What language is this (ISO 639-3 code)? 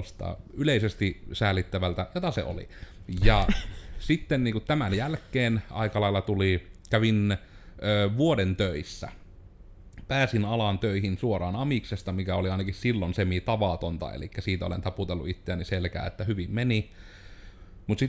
fin